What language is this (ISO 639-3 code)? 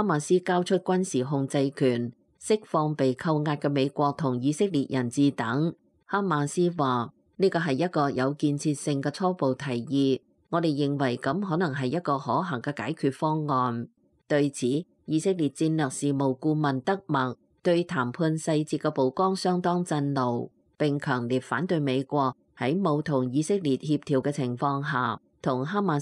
yue